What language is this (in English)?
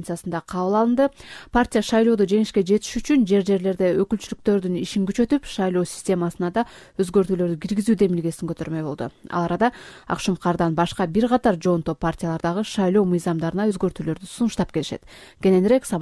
Kyrgyz